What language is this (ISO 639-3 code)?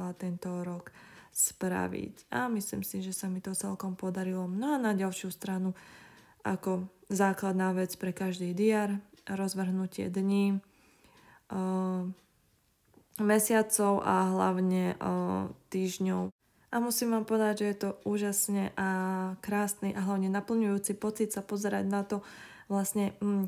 slk